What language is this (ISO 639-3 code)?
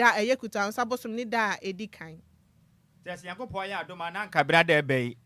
aka